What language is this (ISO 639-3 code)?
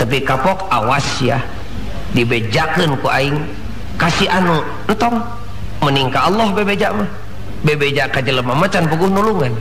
sun